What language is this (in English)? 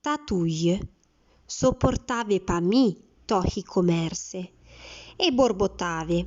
Arpitan